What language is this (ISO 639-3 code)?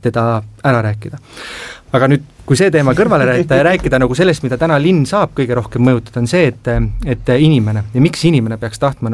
est